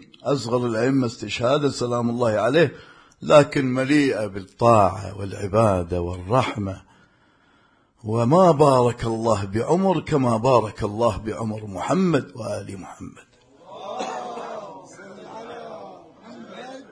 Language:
Arabic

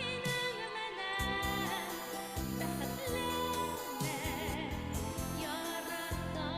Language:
Bashkir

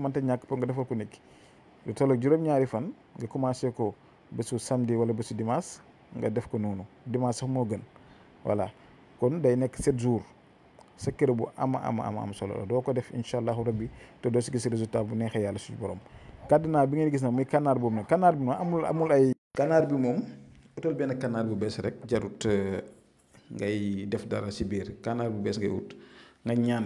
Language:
Wolof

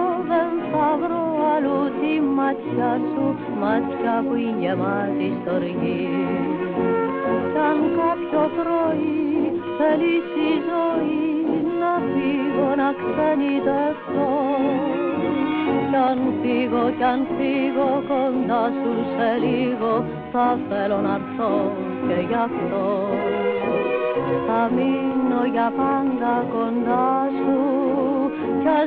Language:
Greek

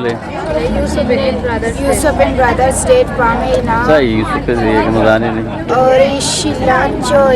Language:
Eastern Balochi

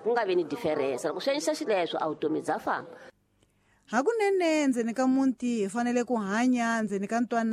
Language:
Tsonga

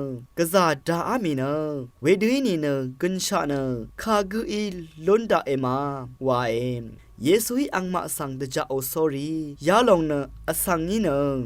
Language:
Rawang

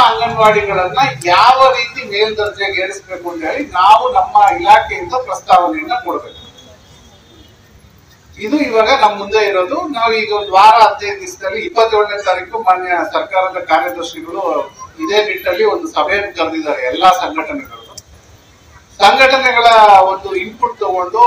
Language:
Kannada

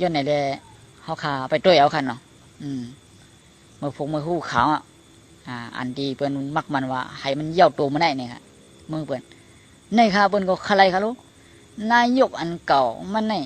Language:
Shan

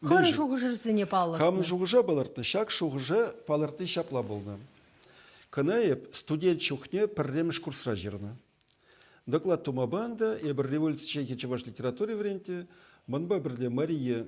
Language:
Chuvash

